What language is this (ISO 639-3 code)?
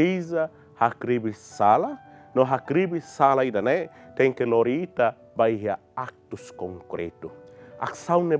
tet